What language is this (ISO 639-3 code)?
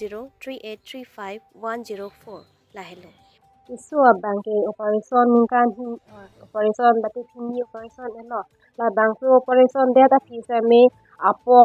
mjw